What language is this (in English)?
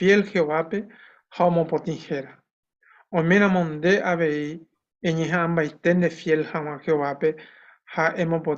Guarani